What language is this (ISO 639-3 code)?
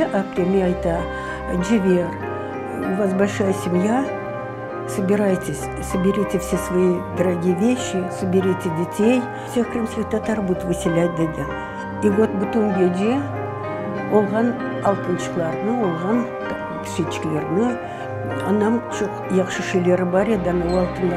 crh